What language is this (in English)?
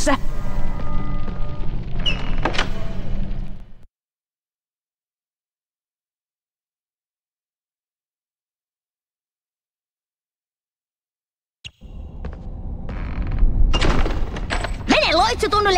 Finnish